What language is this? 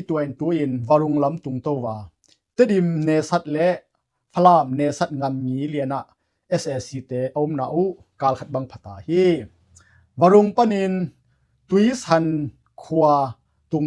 Tedim Chin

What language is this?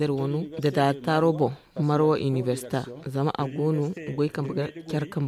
Zarma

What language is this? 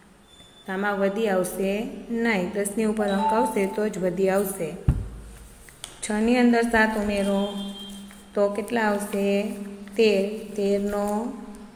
Gujarati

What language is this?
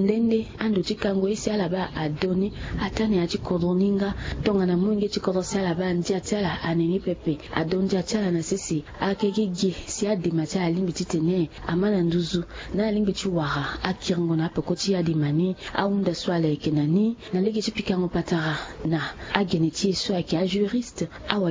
Sango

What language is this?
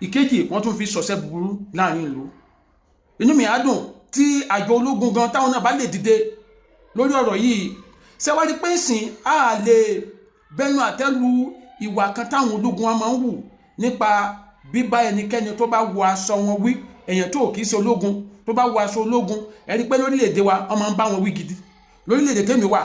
Yoruba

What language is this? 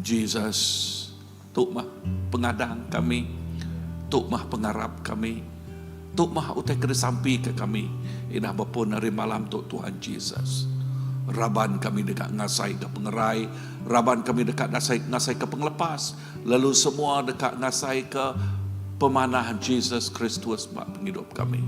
Iban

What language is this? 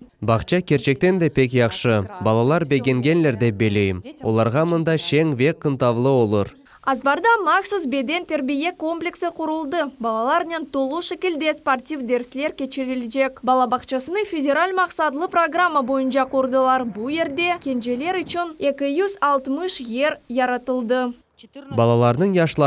Crimean Tatar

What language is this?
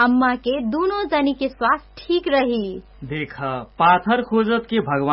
Bhojpuri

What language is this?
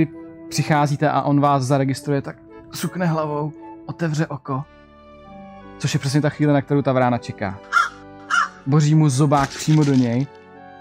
Czech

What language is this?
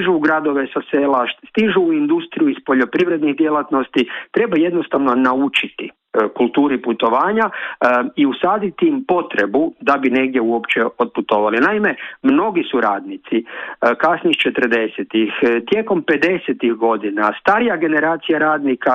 Croatian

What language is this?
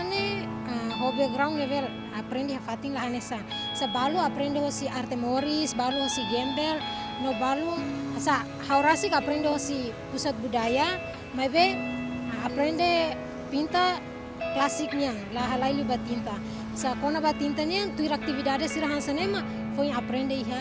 Tetum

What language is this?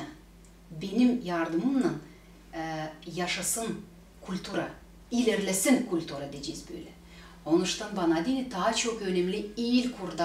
Gagauz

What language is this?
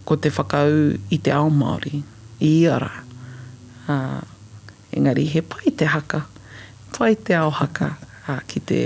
Māori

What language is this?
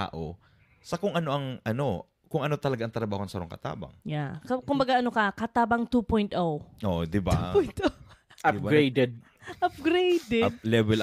Bikol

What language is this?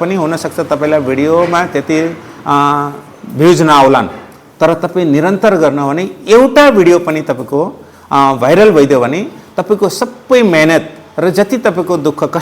Nepali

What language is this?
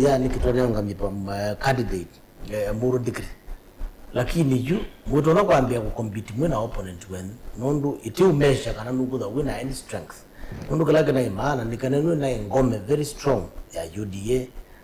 Kamba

